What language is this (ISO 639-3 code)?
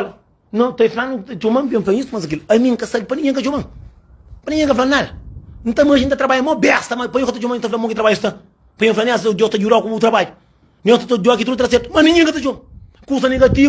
kea